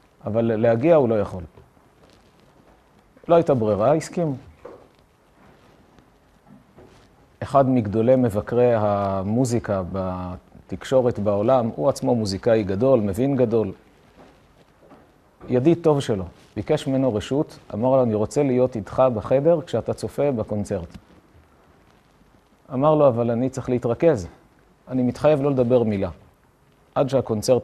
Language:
Hebrew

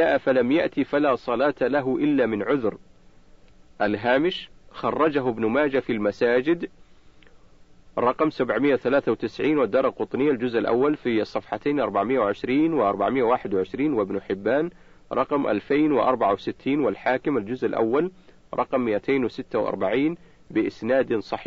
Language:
Arabic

